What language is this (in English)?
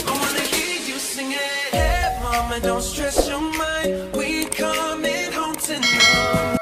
Cebuano